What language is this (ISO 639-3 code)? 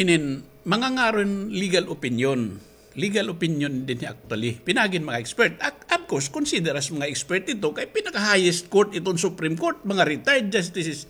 war